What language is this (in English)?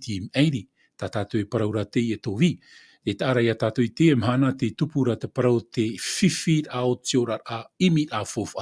Tahitian